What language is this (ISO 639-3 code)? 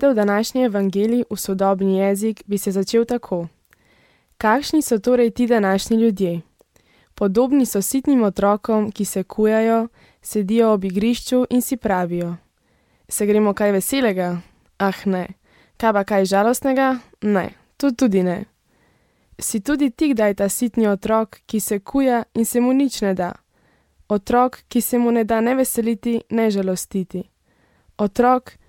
slv